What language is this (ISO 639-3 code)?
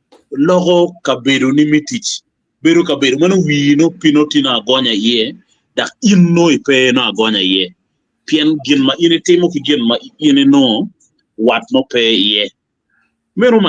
ach